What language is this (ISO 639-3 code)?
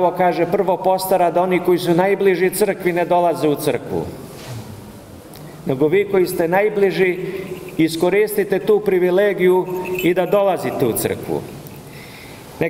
srp